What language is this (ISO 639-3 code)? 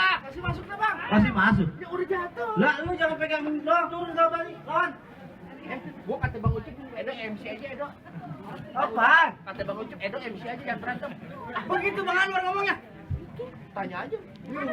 bew